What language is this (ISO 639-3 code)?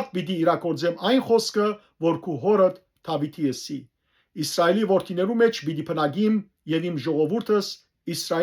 hyw